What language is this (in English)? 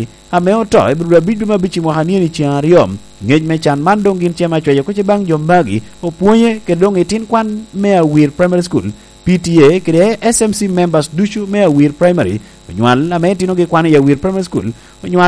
Lango (Uganda)